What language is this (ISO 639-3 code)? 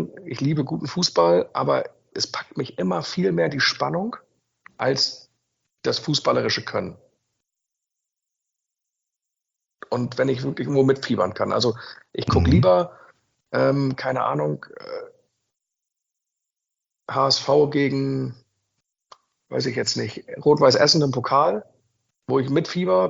deu